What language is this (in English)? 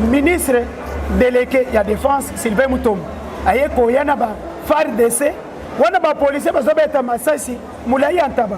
Lingala